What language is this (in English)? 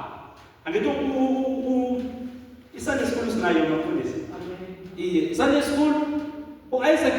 Zulu